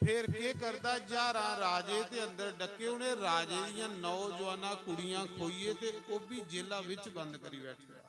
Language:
Dogri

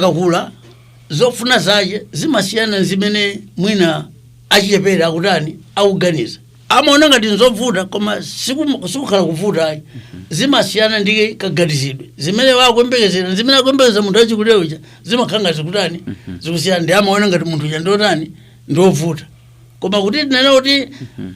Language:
Nyanja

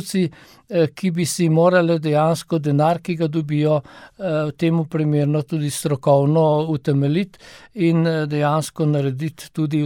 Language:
Slovenian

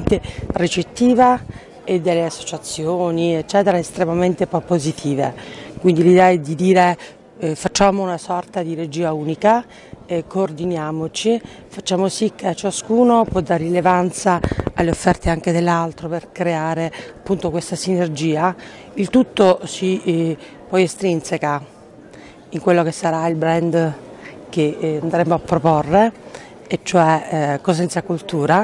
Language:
Italian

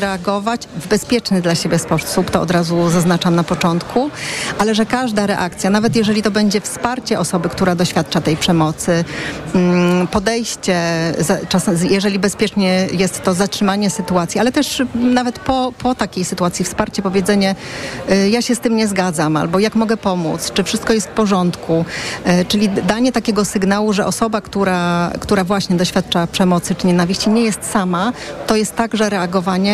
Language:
Polish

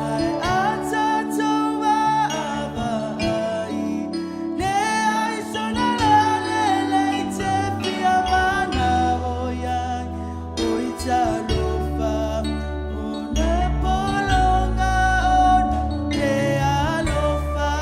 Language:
Samoan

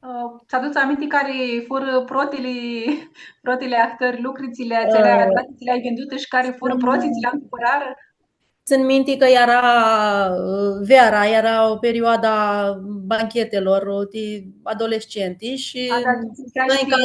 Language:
Aromanian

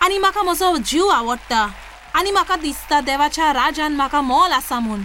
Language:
Konkani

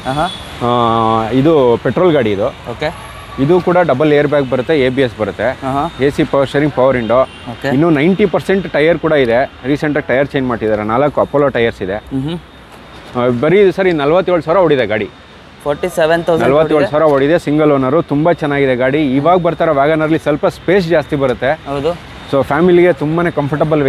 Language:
Kannada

